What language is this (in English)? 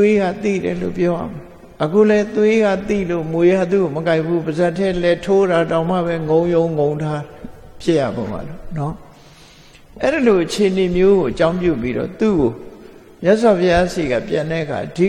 Burmese